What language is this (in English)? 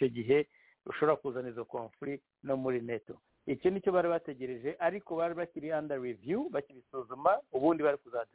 Kinyarwanda